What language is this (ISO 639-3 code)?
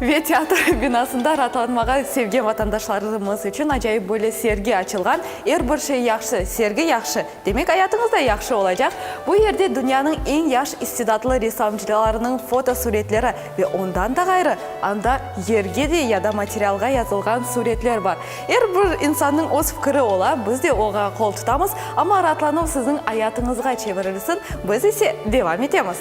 crh